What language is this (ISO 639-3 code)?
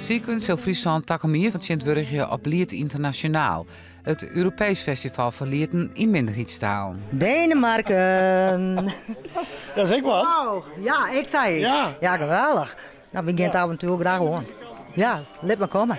fry